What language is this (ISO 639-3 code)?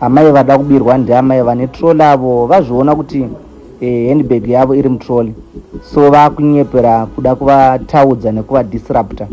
sna